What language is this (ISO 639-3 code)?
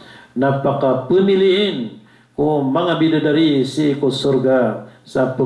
mrw